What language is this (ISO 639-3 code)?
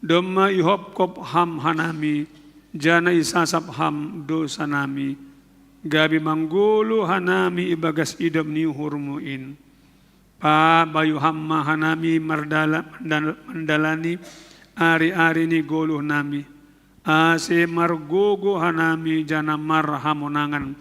bts